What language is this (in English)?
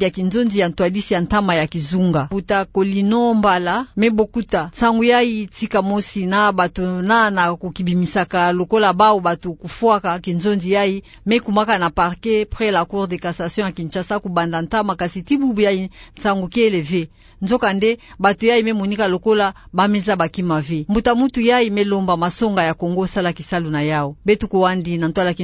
Kituba (Democratic Republic of Congo)